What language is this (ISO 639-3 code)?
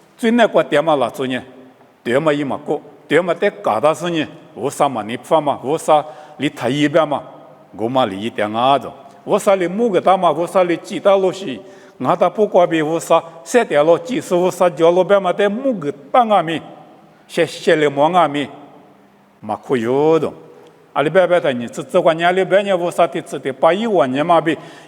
lis